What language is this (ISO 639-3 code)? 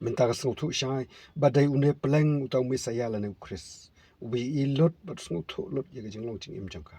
kha